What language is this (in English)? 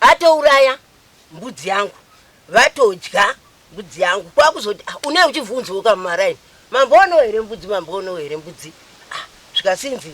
Shona